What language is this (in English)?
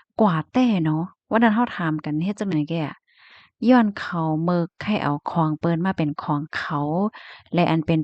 Shan